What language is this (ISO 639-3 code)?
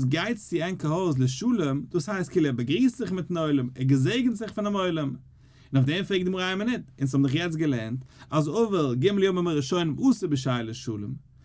yid